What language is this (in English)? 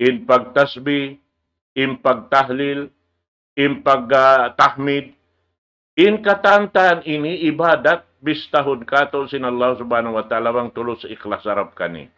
Tausug